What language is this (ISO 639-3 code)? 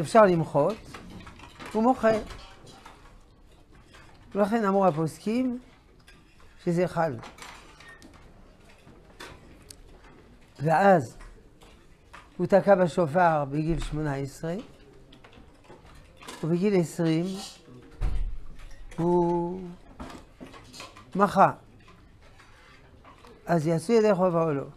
heb